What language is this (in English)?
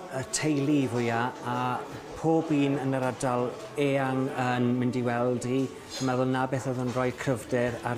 Welsh